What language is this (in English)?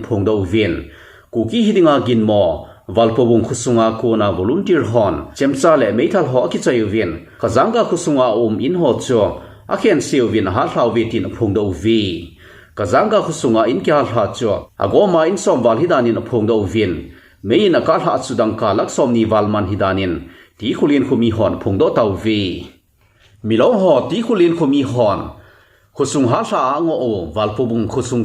Thado Chin